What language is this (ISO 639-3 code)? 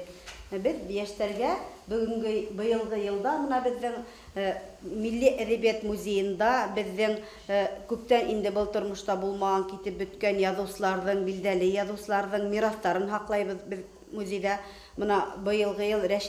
bak